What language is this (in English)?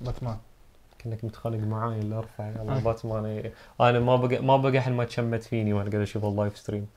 Najdi Arabic